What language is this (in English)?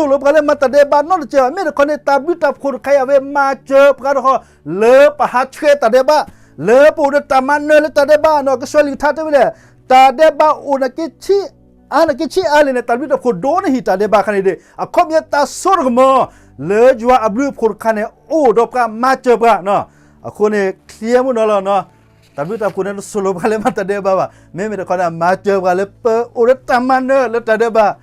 S'gaw Karen